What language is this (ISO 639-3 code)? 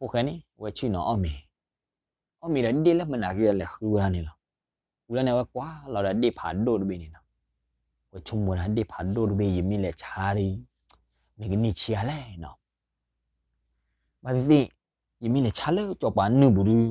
ksw